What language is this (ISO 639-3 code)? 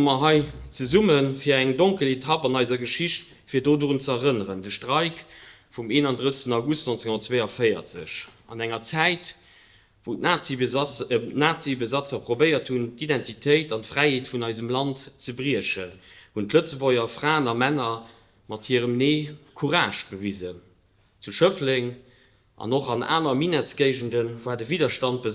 ltz